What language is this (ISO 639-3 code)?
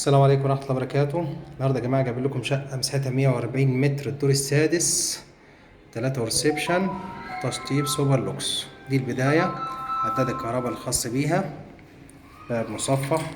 arz